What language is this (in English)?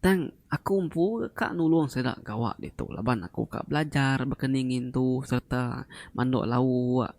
Iban